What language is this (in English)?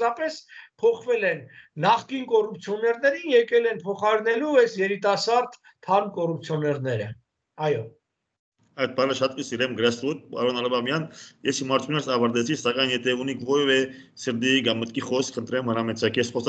Armenian